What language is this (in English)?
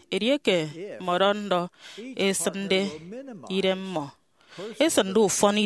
Efik